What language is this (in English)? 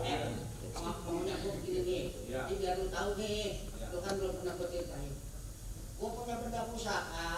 Betawi